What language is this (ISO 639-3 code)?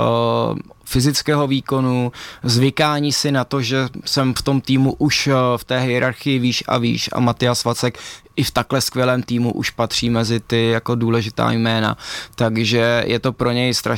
ces